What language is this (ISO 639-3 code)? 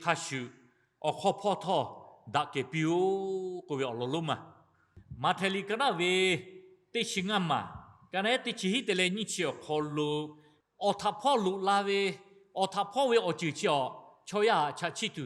lhu